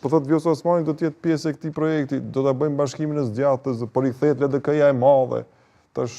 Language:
Albanian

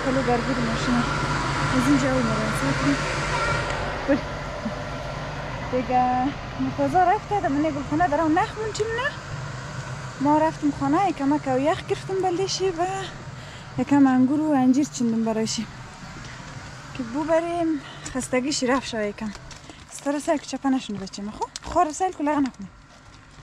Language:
Persian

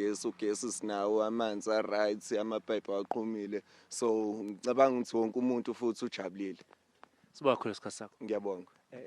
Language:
Zulu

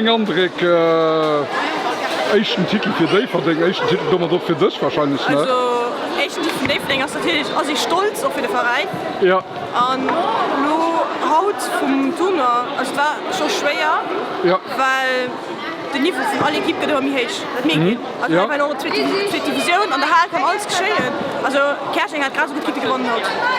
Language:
Luxembourgish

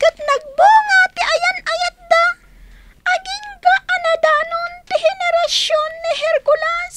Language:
Iloko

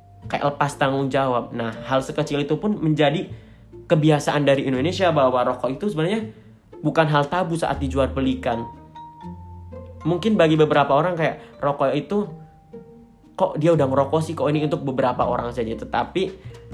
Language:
Indonesian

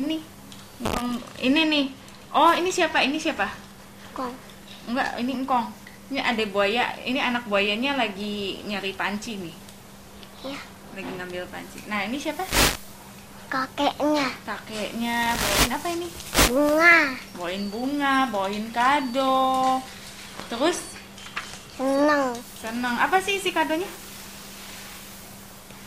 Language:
Indonesian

